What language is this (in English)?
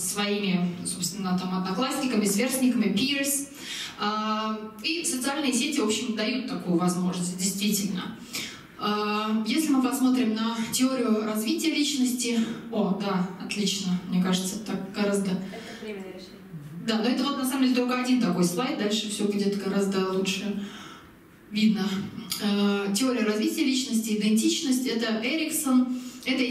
Russian